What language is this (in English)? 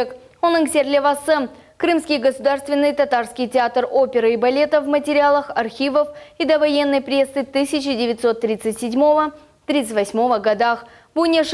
Crimean Tatar